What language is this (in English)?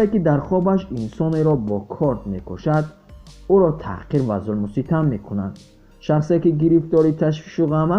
Tajik